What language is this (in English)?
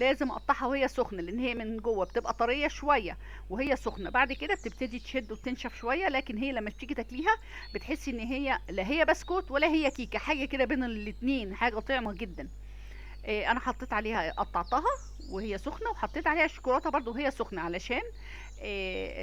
Egyptian Arabic